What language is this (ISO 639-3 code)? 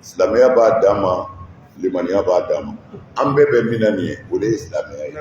bam